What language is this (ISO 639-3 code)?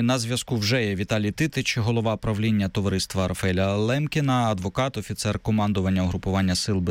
ukr